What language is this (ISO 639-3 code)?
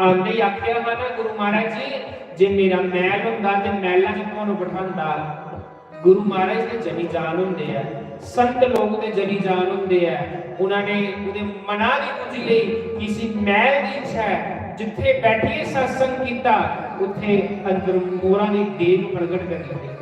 doi